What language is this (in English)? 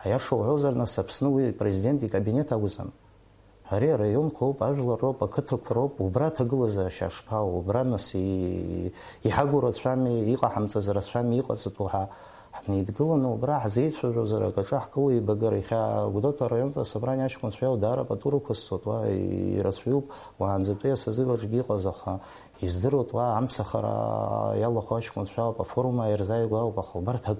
Abkhazian